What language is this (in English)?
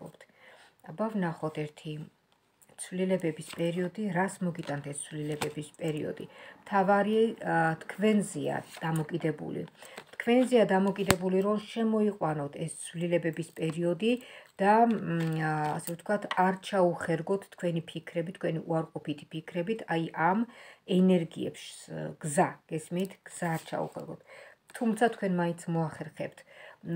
Georgian